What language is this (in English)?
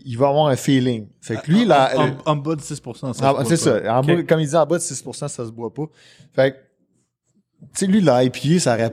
French